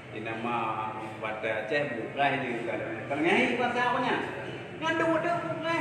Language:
Achinese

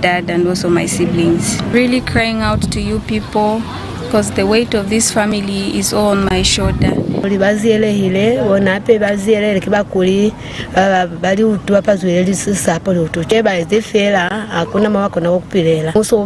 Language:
Lozi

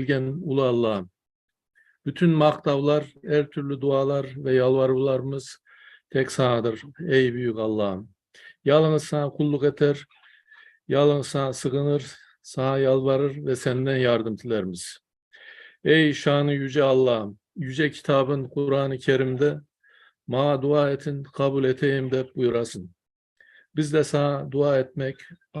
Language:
Crimean Tatar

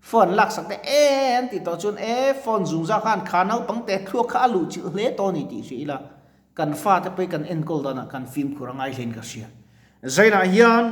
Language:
Mizo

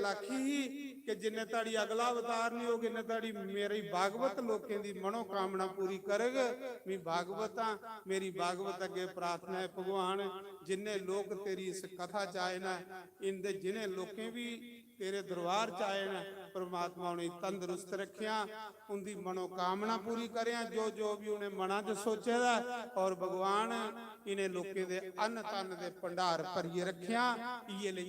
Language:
Dogri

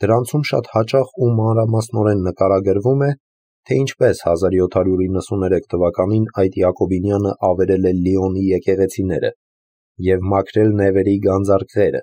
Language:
Armenian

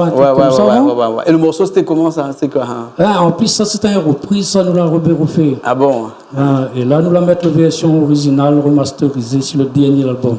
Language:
Réunion Creole French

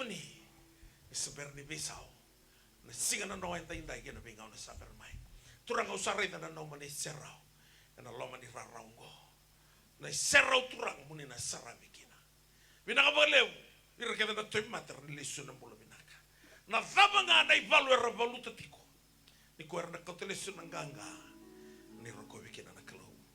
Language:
Fijian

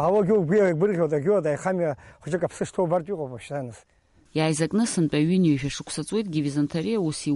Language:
Abkhazian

